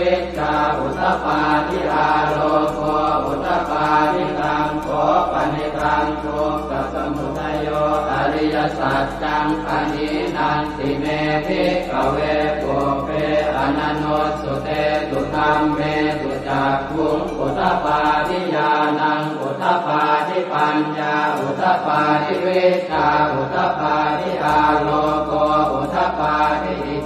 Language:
Pali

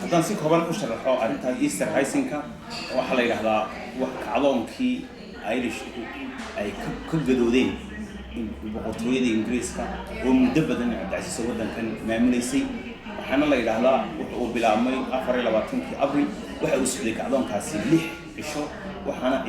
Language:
Somali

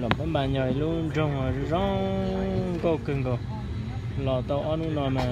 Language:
Hmong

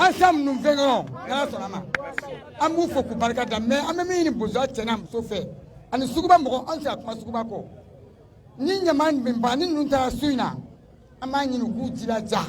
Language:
Bambara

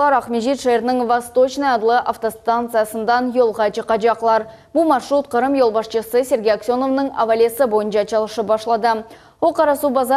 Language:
Crimean Tatar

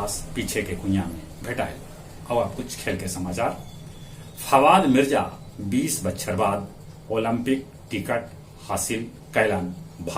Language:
Magahi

